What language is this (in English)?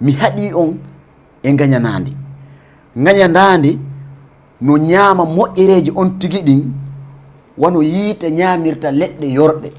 Fula